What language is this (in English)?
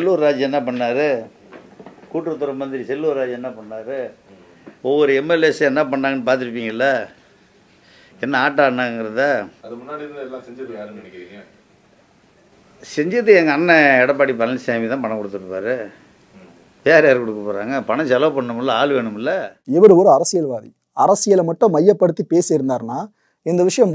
Tamil